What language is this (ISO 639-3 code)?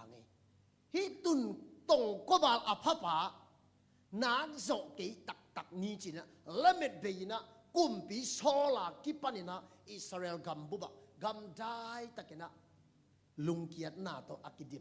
ctd